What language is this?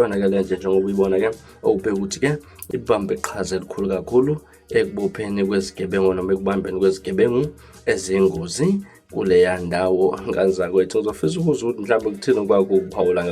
Zulu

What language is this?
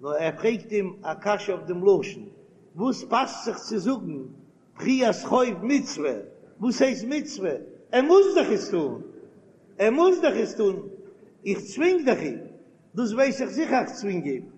Yiddish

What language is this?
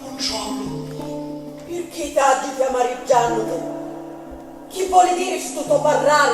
Sicilian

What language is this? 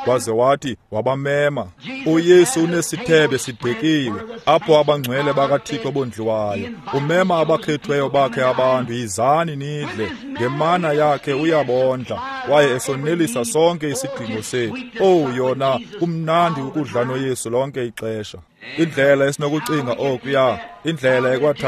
Xhosa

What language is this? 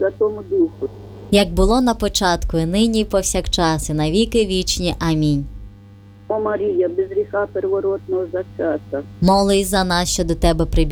Ukrainian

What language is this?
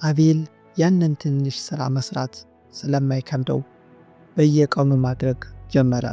Amharic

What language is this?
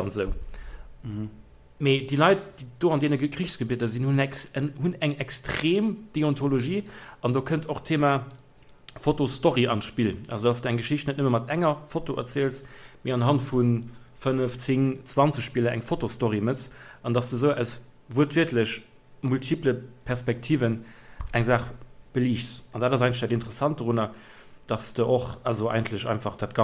Luxembourgish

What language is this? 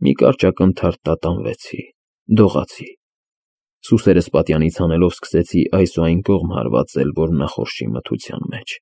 Armenian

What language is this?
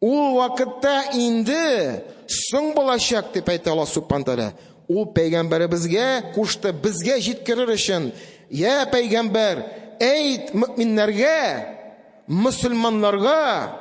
Tatar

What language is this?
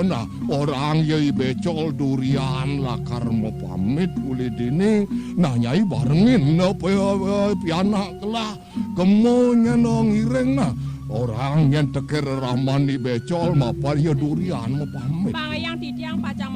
Balinese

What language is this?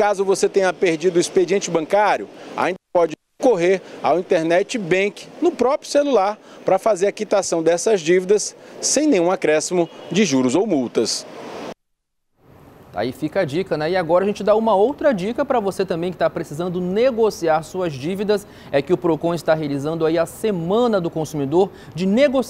Portuguese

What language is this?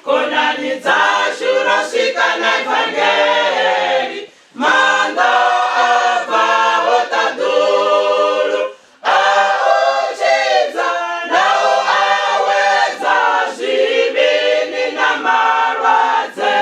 Venda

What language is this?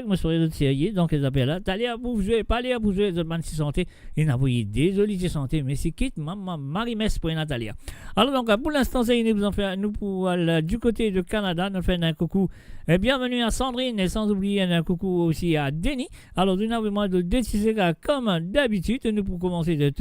Morisyen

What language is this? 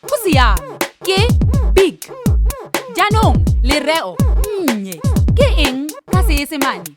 Tswana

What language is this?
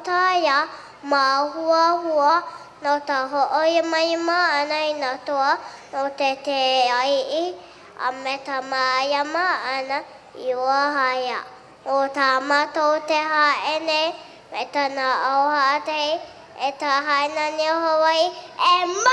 Hawaiian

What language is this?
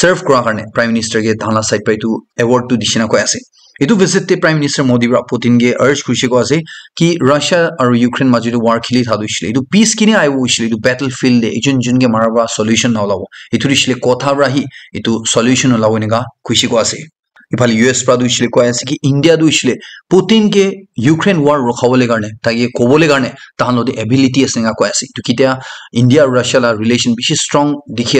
Naga Pidgin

